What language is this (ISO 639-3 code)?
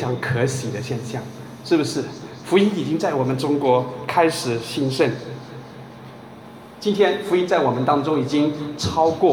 zho